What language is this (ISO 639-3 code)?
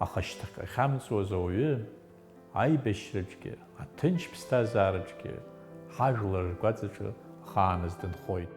abk